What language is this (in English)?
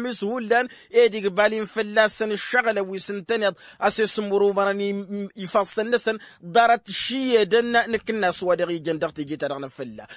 Tamasheq